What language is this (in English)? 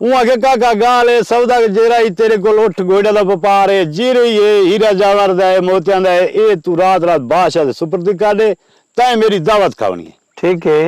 Saraiki